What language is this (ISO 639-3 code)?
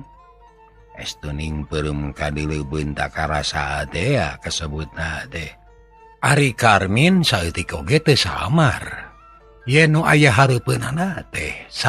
sun